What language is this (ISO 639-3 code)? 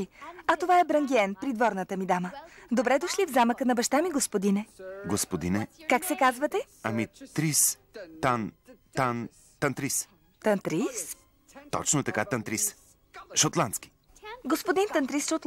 bul